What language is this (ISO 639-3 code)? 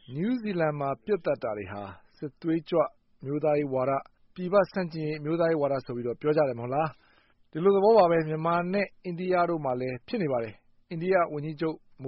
mya